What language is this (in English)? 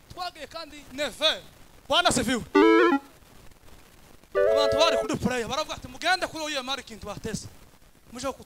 Kinyarwanda